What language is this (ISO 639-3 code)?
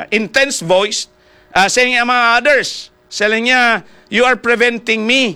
hil